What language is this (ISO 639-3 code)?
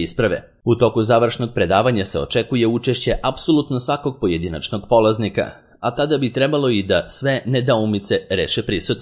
srp